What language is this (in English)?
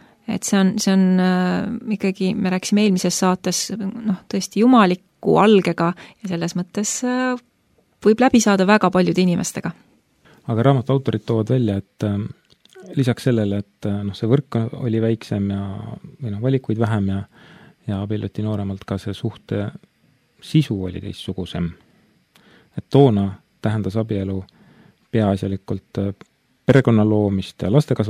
Estonian